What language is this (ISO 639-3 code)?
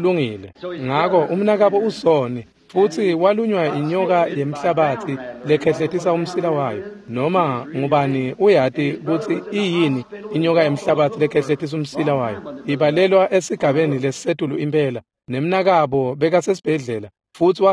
ssw